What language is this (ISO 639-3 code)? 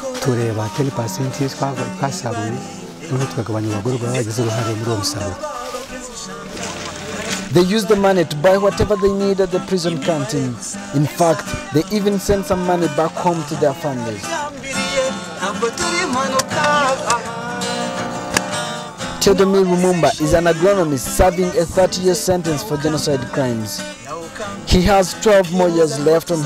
kin